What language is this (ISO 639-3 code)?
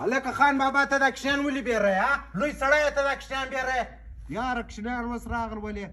pus